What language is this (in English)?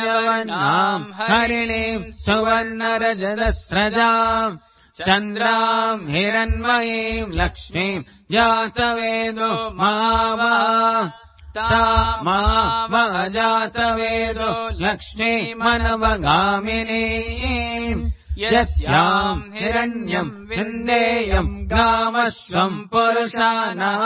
Sanskrit